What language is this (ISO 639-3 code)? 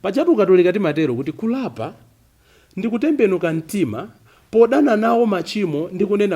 nya